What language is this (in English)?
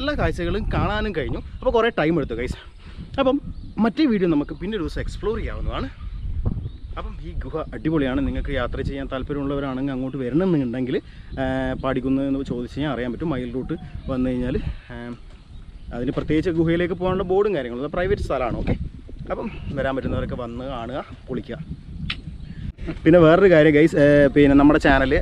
Malayalam